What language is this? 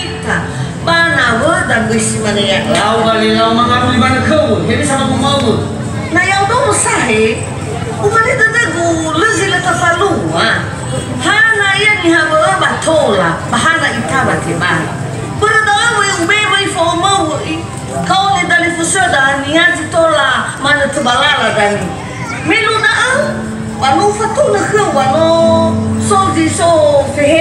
Nias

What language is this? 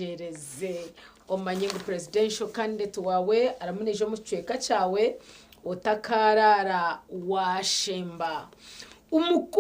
Nyankole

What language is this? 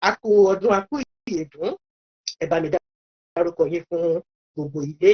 Yoruba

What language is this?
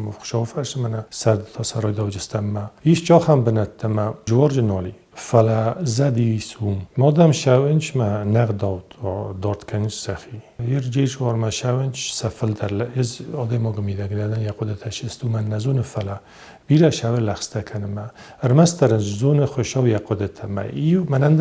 Ossetic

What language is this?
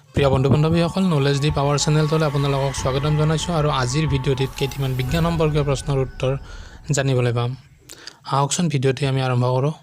Assamese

